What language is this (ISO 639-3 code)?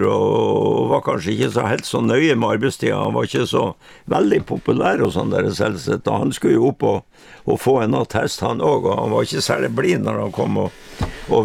nor